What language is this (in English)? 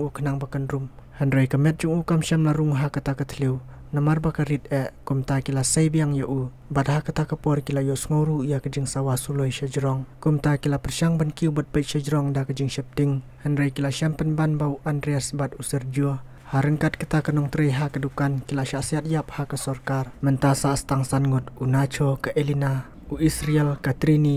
Khasi